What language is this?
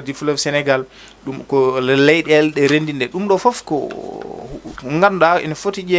Fula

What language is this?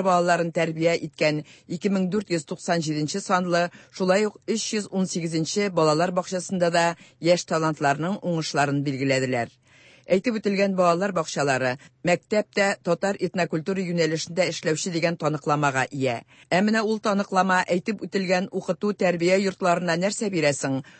Tatar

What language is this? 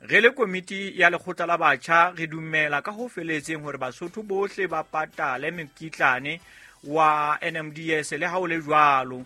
Southern Sotho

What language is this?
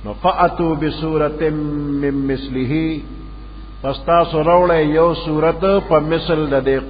Pashto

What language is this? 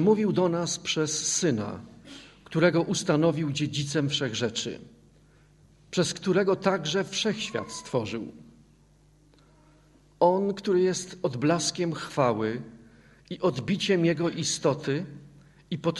Polish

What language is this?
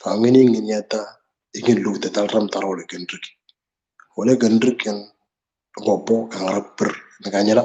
Moro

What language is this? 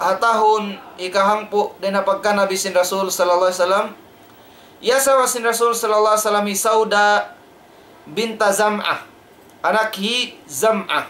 Tausug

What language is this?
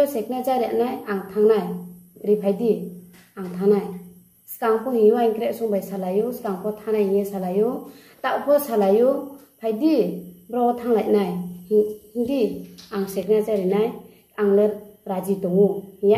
Riang (India)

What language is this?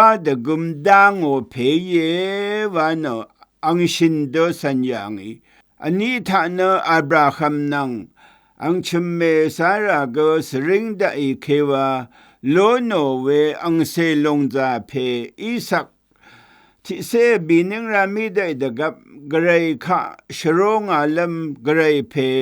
Rawang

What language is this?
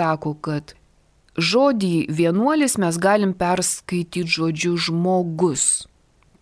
Lithuanian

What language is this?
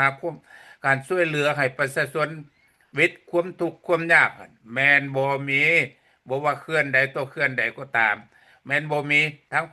Lao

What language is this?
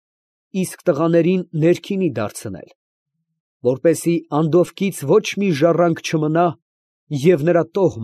Armenian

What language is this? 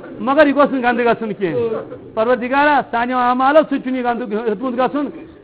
Kashmiri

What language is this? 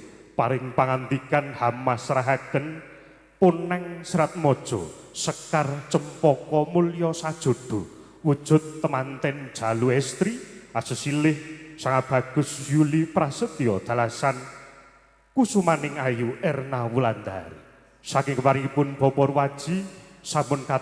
Javanese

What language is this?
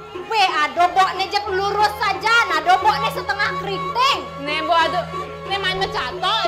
Balinese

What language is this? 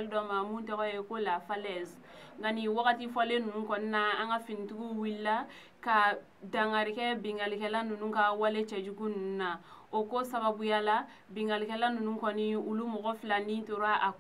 Bambara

